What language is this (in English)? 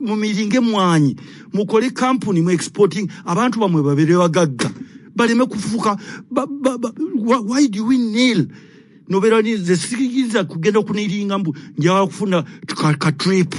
Ganda